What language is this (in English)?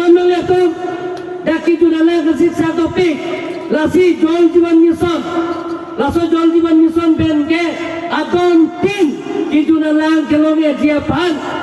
Karbi